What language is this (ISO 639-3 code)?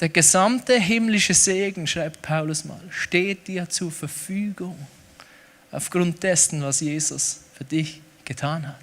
gsw